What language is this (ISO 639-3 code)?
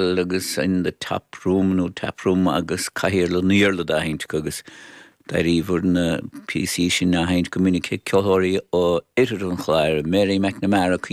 gle